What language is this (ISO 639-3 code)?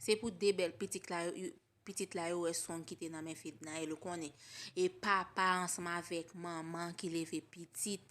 hat